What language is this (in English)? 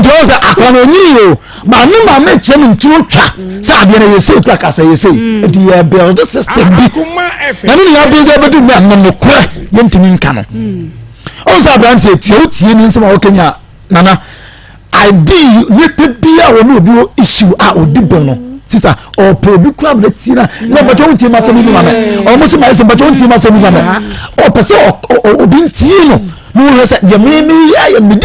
Akan